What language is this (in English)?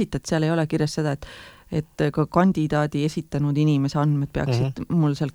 Estonian